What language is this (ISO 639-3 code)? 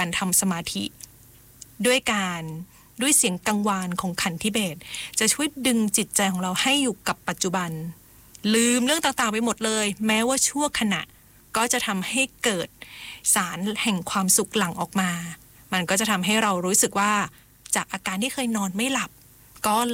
tha